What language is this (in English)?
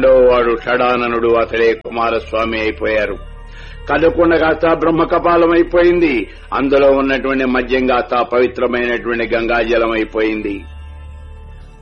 Telugu